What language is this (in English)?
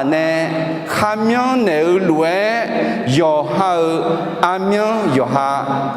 Akha